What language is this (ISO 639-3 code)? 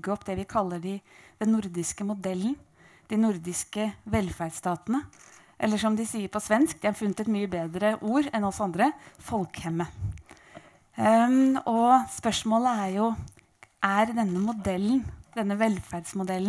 nor